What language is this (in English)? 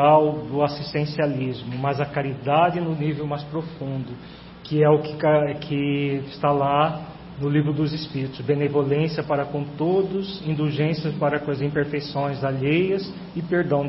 Portuguese